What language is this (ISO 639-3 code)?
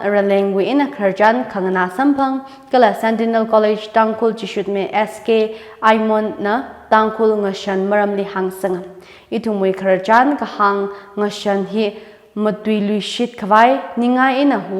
nmf